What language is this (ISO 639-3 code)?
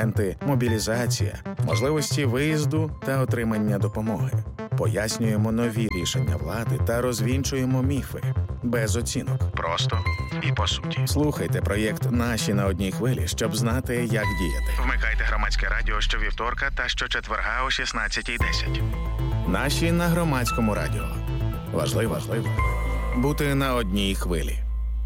ukr